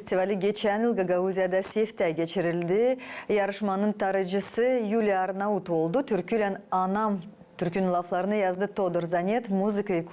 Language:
Gagauz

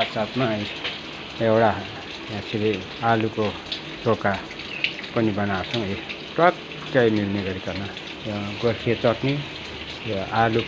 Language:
Nepali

